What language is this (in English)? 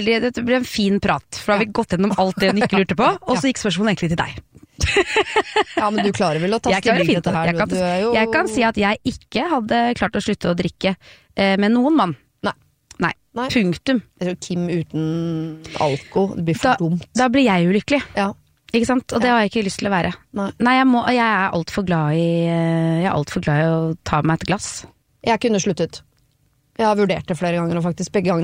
Norwegian